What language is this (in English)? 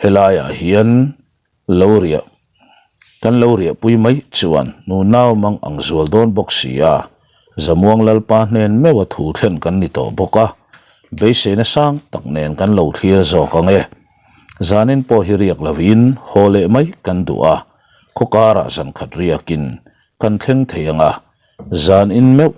Mizo